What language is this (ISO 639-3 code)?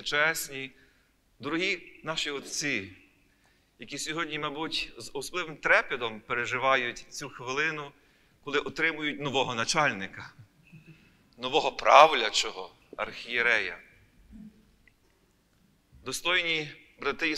ukr